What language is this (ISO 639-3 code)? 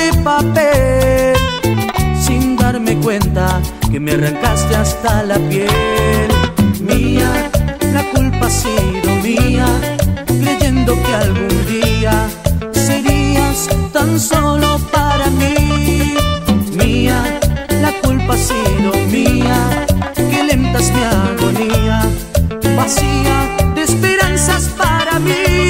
spa